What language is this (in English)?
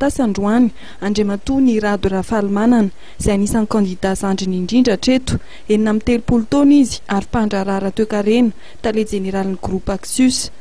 Malagasy